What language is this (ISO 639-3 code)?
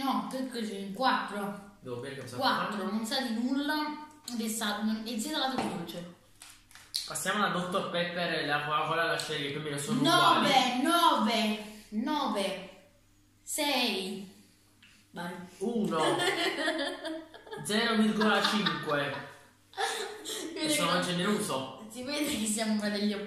ita